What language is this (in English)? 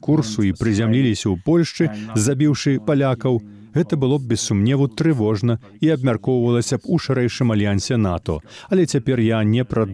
Belarusian